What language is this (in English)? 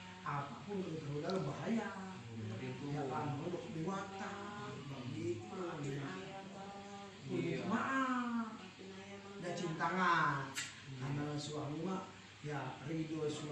Betawi